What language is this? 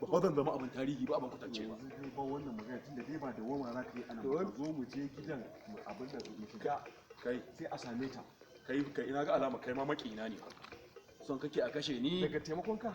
Hausa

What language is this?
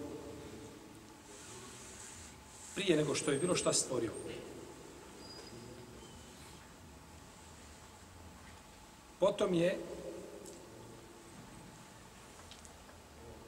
Bosnian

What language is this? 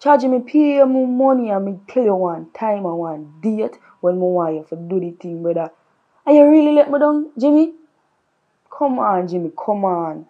Jamaican Creole English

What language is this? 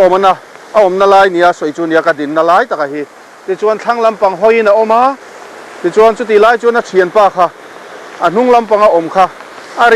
Mizo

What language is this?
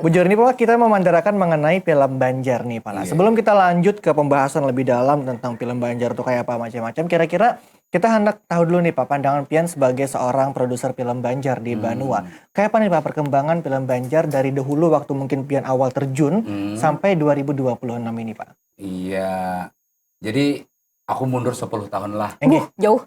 Banjar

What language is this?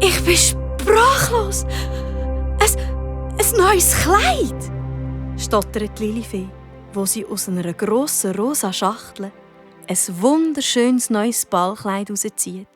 Swiss German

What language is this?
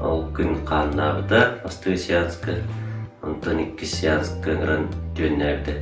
Yakut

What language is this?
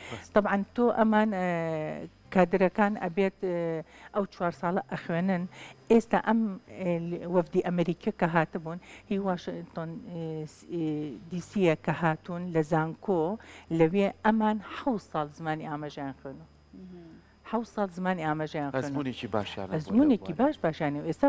Central Kurdish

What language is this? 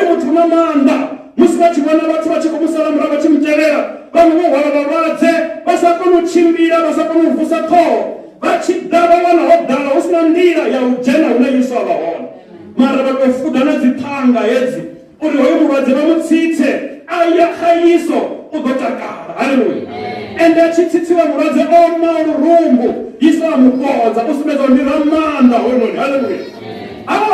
Venda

